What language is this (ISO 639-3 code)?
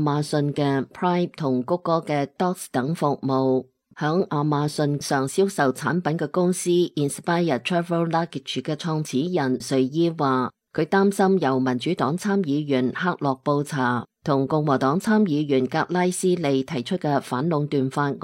yue